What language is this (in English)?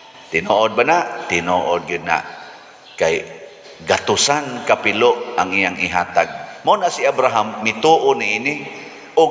Cebuano